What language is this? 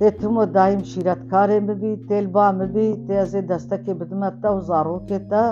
Kurdish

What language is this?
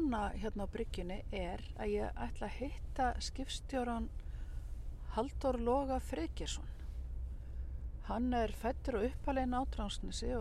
Icelandic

